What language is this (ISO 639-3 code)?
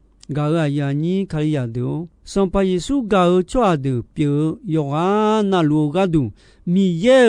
ahk